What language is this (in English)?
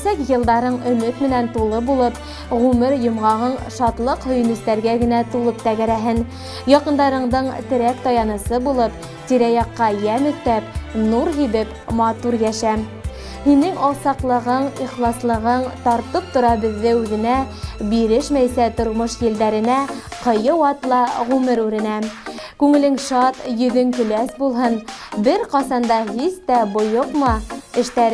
Bashkir